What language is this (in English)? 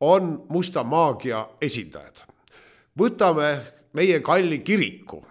Estonian